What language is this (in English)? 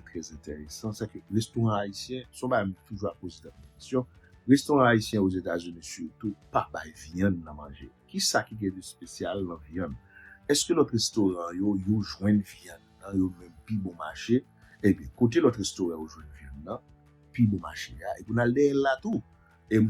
Haitian Creole